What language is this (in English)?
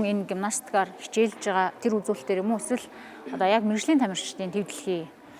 Mongolian